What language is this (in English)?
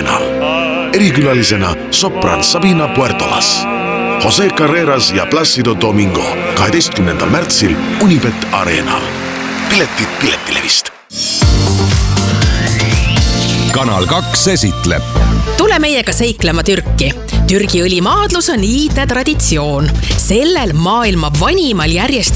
Estonian